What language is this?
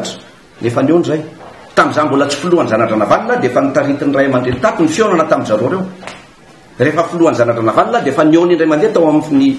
Malagasy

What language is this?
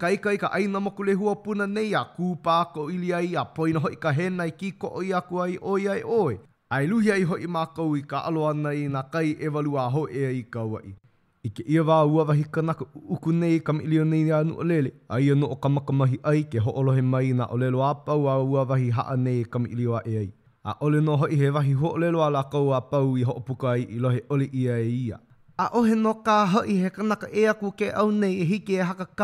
Hawaiian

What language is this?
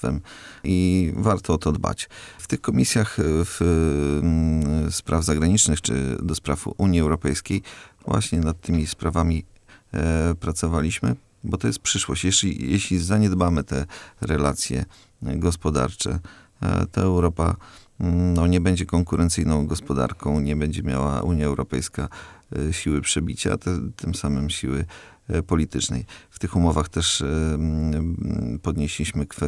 Polish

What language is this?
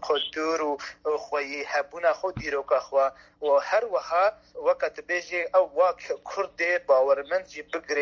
Kurdish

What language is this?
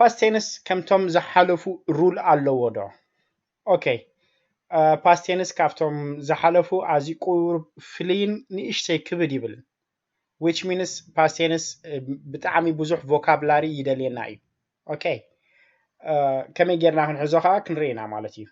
Tigrinya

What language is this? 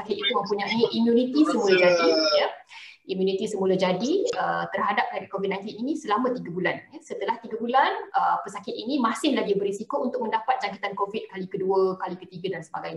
Malay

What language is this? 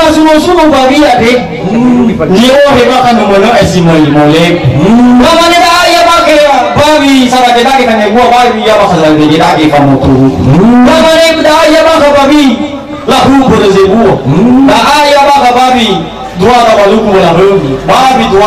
Nias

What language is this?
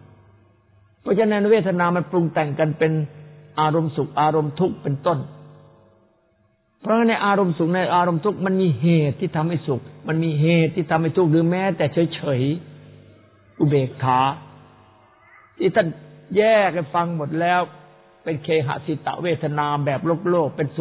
Thai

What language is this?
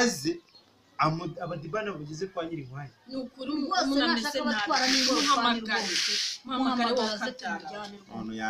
Kinyarwanda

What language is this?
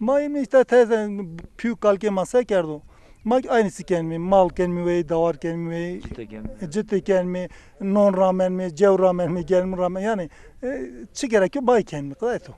Zaza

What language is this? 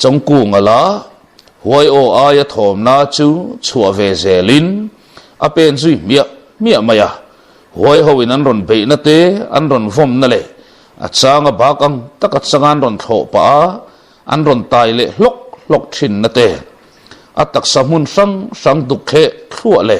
Mizo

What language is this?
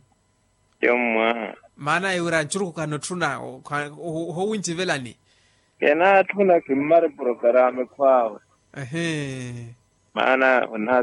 Makhuwa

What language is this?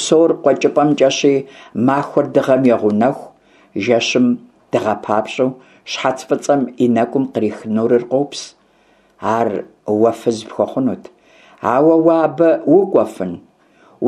Kabardian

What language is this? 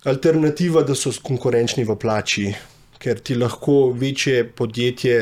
Slovenian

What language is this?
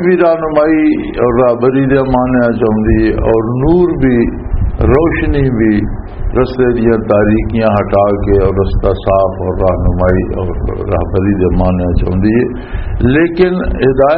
Western Panjabi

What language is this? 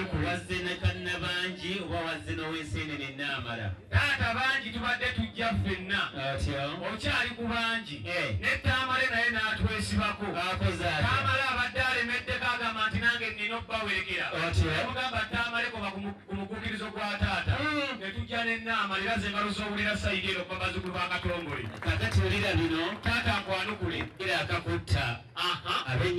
Ganda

